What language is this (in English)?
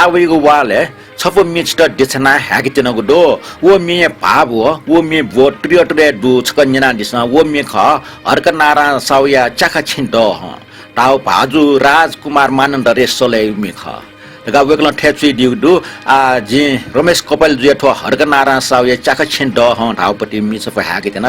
Newari